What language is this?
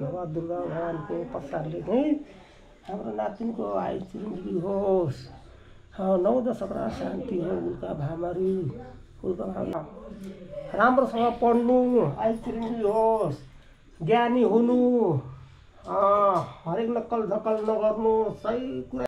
Nepali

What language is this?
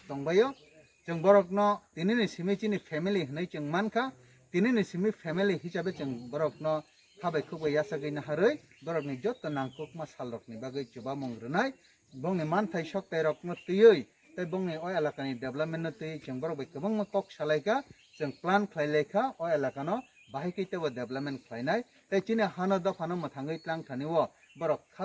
Kok Borok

